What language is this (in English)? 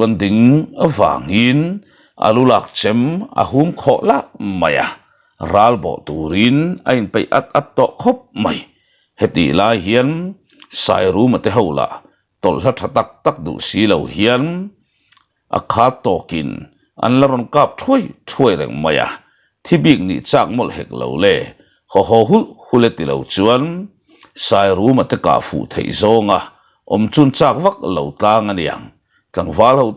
Mizo